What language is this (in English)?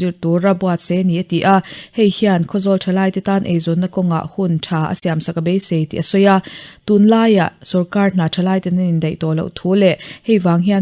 Mizo